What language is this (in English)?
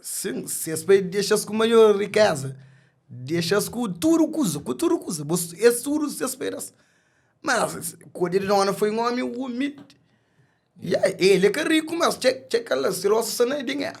Kabuverdianu